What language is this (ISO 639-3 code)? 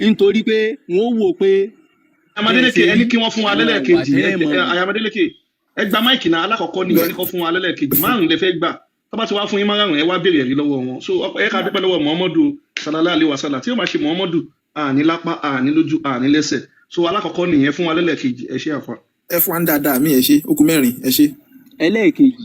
yor